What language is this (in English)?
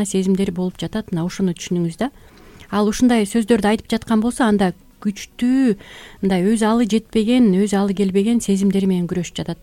Kyrgyz